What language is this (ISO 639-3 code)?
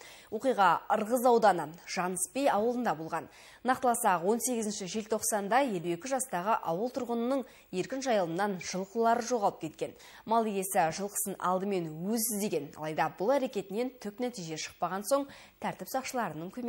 kaz